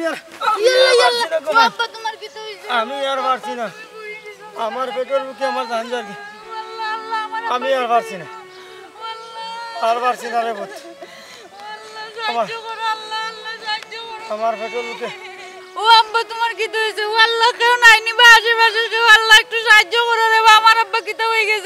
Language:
Sylheti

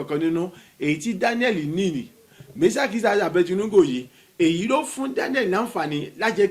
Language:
Yoruba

